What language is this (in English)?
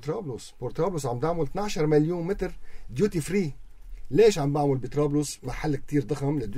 North Levantine Arabic